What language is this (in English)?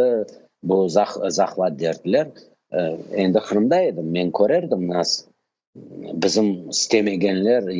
Crimean Tatar